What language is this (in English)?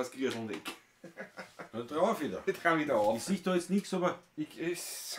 Bavarian